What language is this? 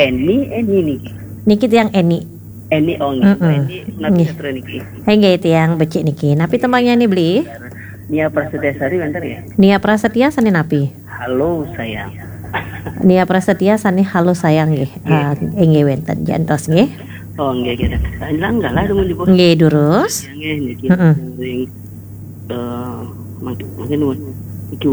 Balinese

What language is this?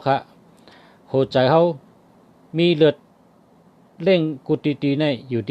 Shan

